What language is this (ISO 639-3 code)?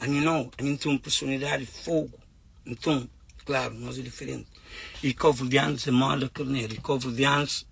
kea